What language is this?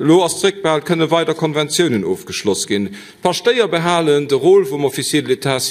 Luxembourgish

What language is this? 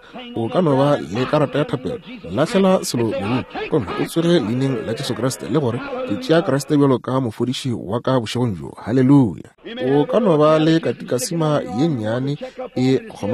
Northern Sotho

